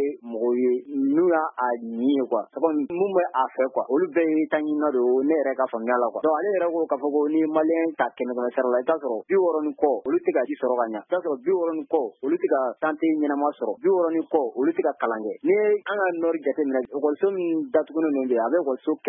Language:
Bambara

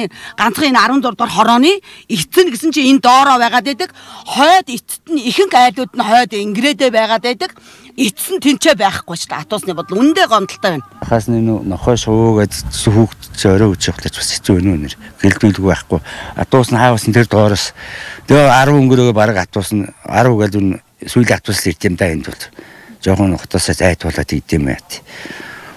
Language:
Mongolian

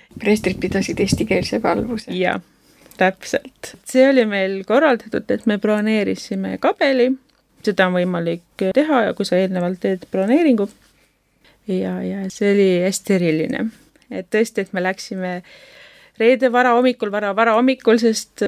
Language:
Estonian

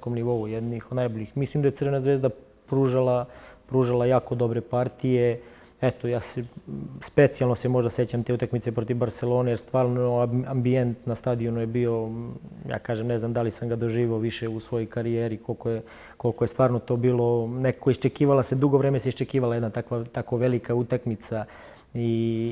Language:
Serbian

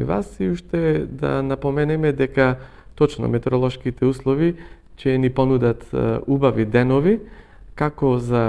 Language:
Macedonian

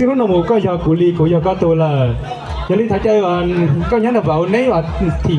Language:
Hmong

